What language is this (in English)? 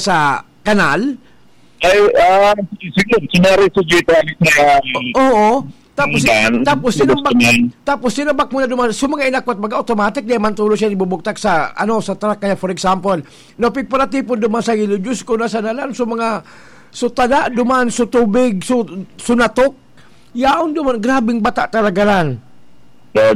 Bikol